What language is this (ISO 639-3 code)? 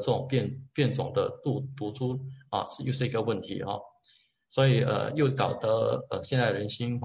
zho